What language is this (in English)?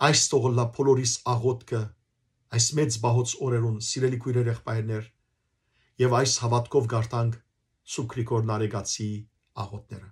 Western Armenian